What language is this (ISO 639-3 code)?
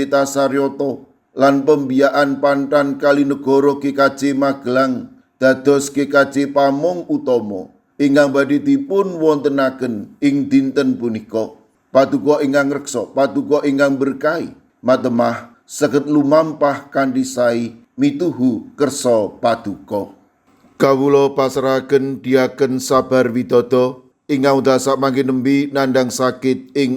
jav